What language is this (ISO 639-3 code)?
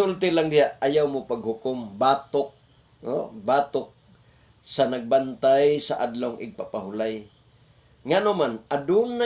ceb